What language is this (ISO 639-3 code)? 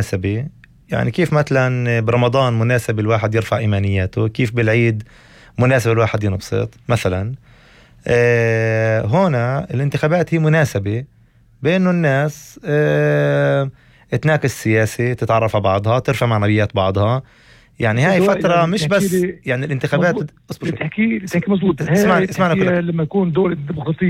apc